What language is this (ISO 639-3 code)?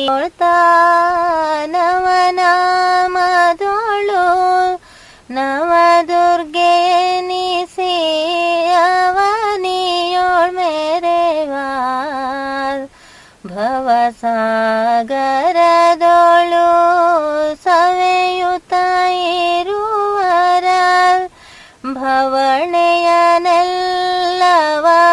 kan